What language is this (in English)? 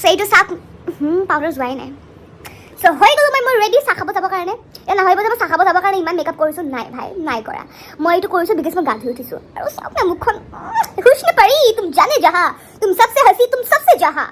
Assamese